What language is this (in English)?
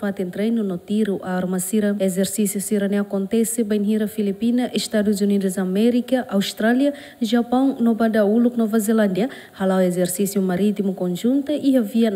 Tetum